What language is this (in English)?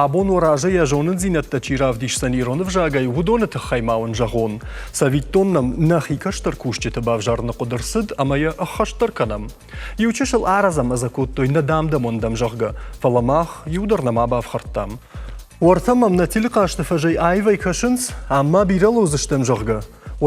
Ossetic